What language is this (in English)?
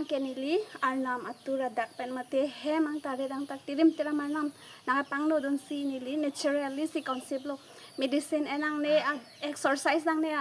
Karbi